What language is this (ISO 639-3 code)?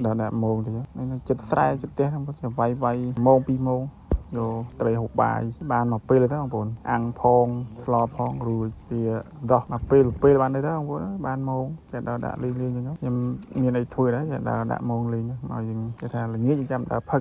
khm